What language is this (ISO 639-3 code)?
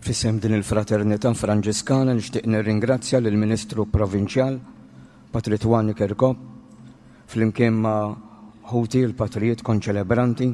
mlt